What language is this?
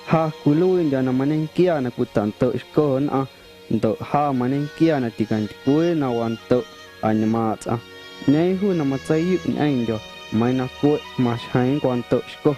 Guerrero Amuzgo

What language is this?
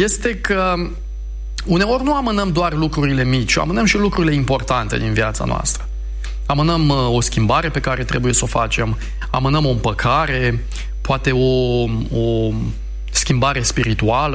Romanian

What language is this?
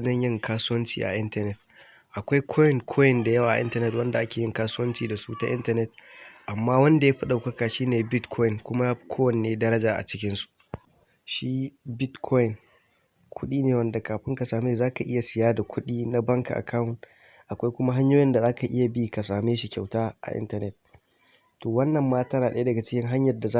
Hausa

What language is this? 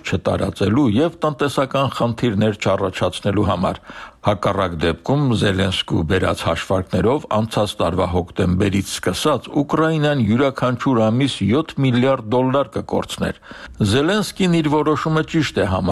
Armenian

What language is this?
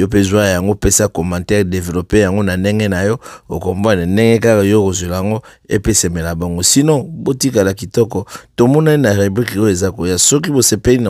Lingala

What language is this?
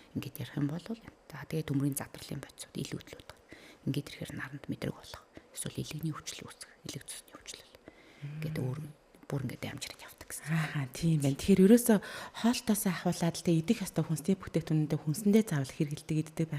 Mongolian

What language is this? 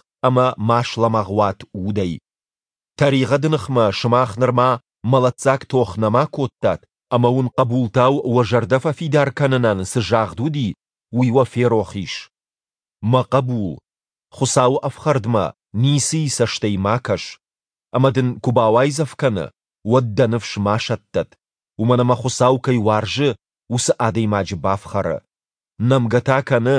Ossetic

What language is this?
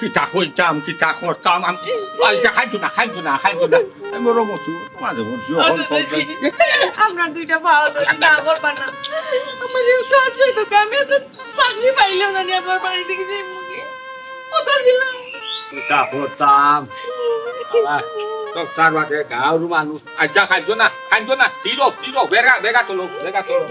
Sylheti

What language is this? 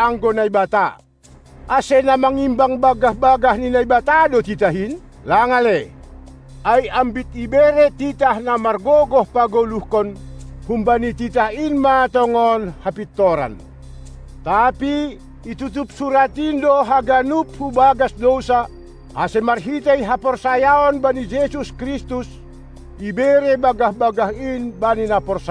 Batak Simalungun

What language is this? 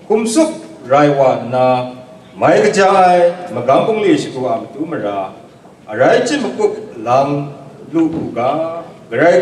Kachin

